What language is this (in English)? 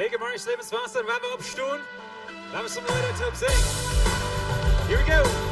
Plautdietsch